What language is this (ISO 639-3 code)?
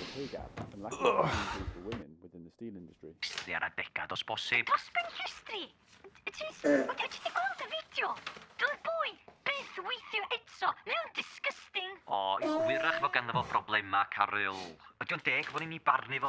cym